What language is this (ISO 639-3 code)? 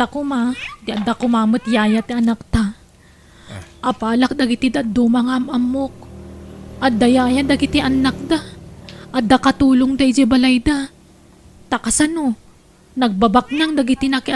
ilo